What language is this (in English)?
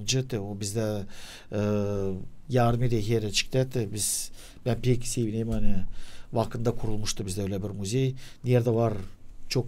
Gagauz